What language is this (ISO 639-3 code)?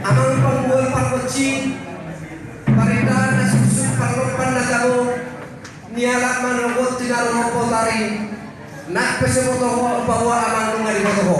bbc